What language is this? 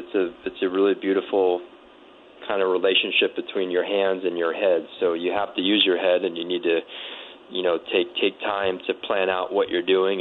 English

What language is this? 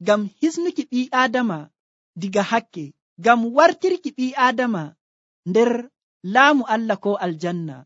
Nigerian Fulfulde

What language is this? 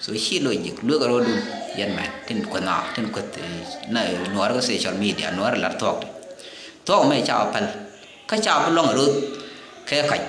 Nuer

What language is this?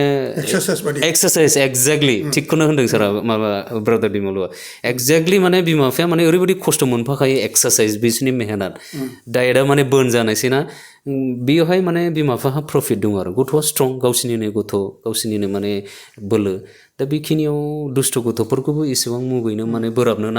Bodo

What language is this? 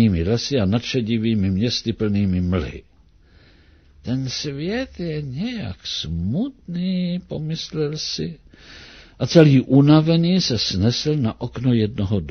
Czech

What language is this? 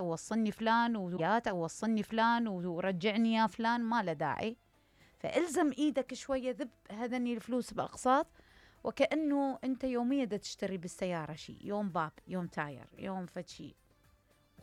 Mesopotamian Arabic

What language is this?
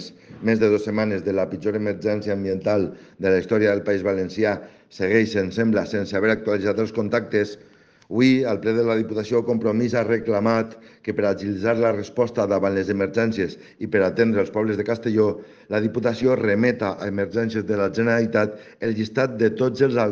Catalan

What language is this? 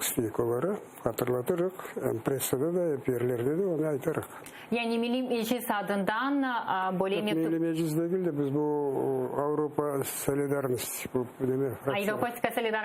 Crimean Tatar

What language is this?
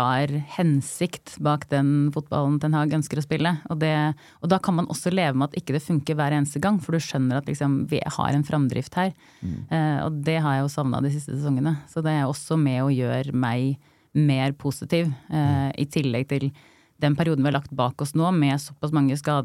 Norwegian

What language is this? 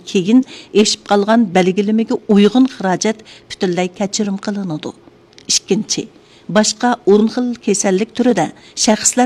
Uyghur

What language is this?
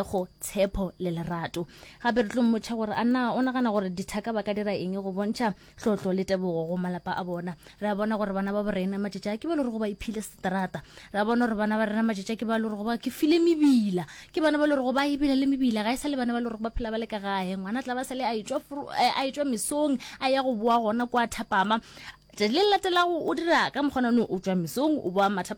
Northern Sotho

